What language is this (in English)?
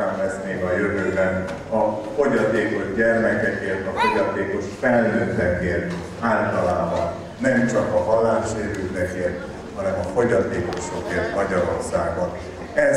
Hungarian